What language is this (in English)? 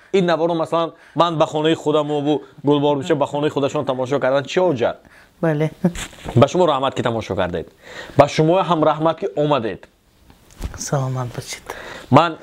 Tajik